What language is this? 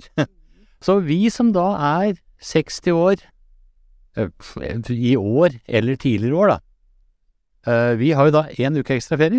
Norwegian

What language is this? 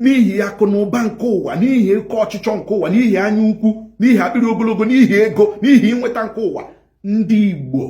Igbo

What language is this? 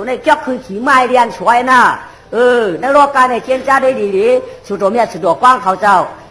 Shan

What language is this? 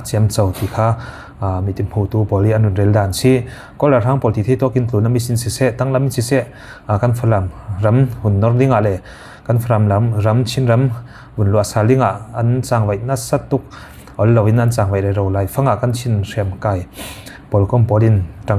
Falam Chin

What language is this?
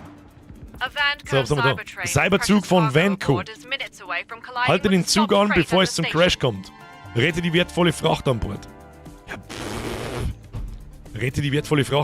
Bavarian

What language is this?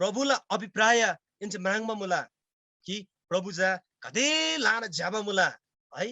Eastern Tamang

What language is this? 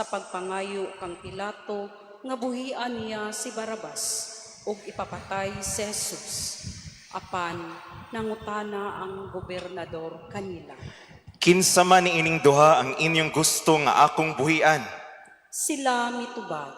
Cebuano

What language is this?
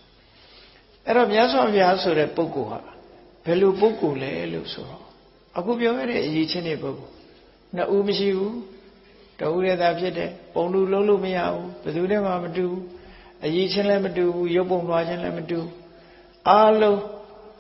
Burmese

